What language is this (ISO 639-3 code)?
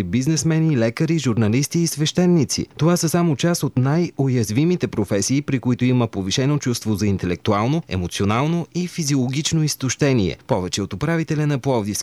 bul